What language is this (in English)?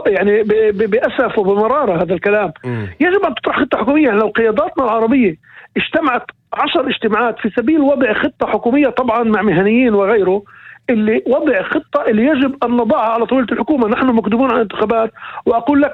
North Levantine Arabic